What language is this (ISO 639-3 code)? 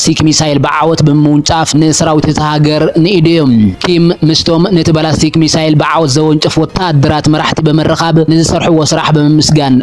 tir